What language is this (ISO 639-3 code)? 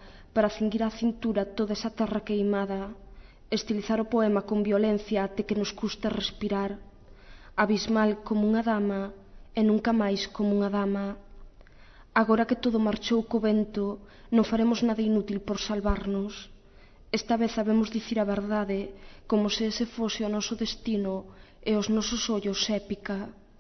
glg